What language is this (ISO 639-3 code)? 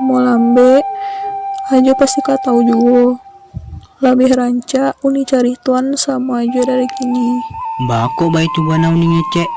min